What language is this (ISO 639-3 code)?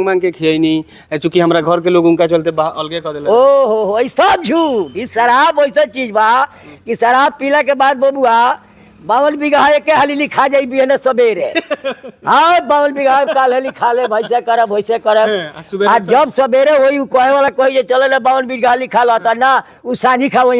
bho